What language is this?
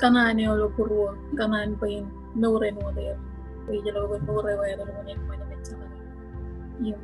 Marshallese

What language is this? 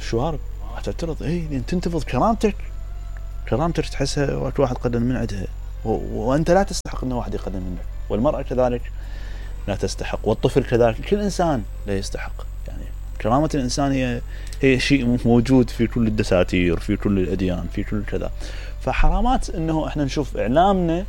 Mesopotamian Arabic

